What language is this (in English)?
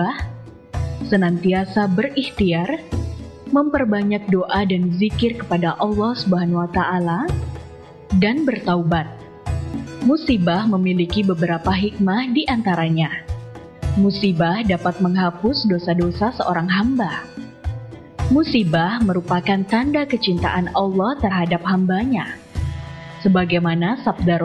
Indonesian